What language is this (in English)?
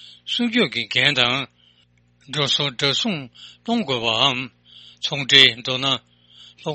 Tibetan